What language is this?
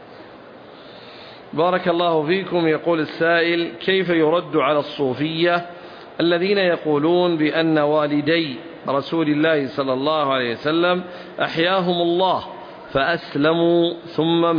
Arabic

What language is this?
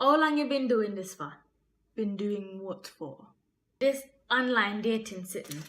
Jamaican Creole English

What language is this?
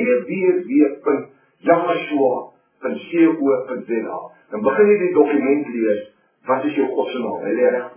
Afrikaans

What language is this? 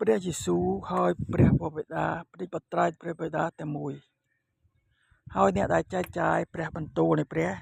Khmer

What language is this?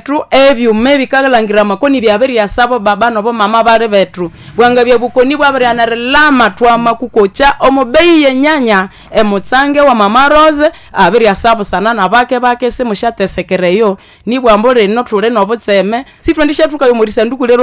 Nande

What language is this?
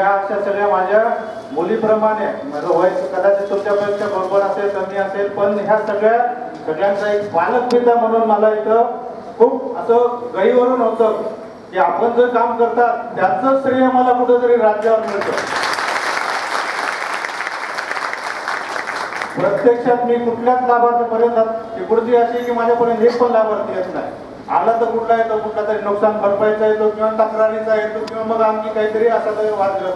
Marathi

